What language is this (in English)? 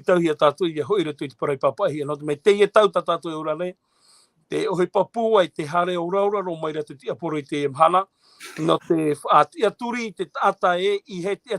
Tahitian